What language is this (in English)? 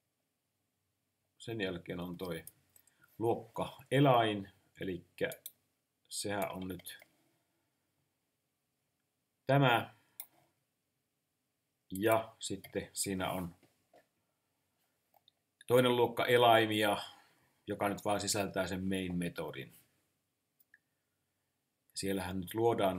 Finnish